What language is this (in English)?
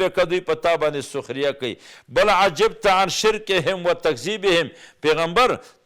Pashto